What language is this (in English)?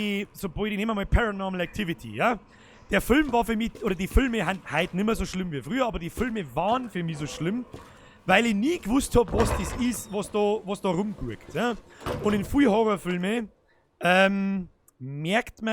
Bavarian